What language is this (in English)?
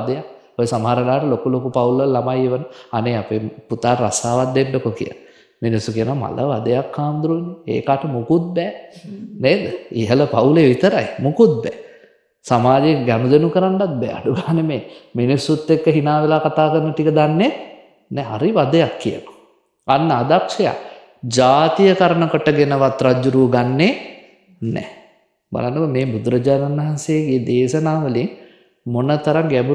Sinhala